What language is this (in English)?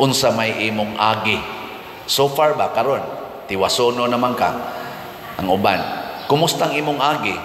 Cebuano